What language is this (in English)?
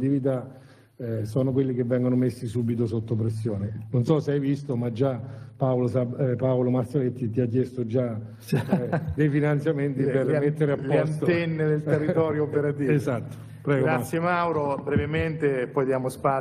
Italian